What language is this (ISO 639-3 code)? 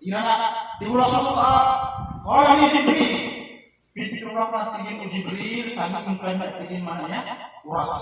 mrw